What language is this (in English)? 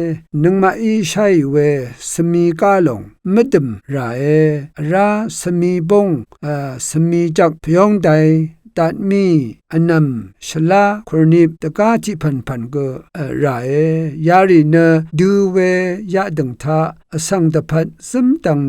Rawang